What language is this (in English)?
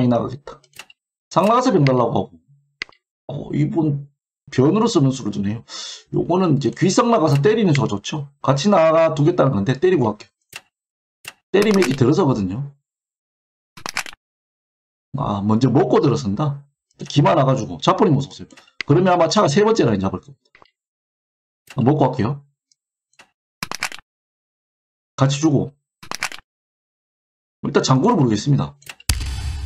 Korean